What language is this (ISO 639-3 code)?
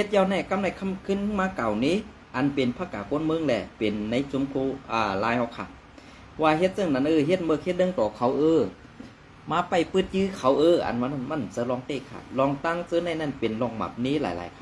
shn